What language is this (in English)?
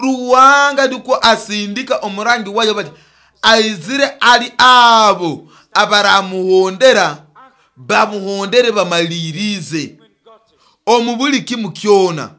Nyoro